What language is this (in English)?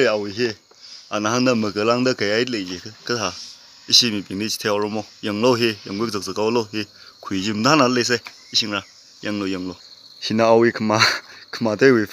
Tangkhul Naga (India)